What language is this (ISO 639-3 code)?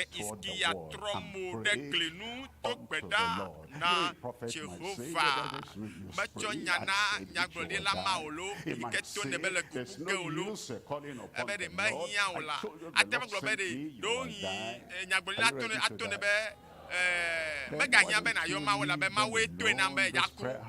ewe